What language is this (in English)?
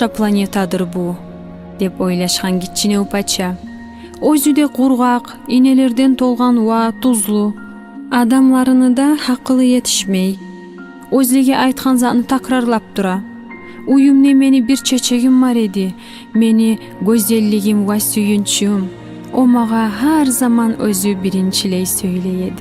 Kumyk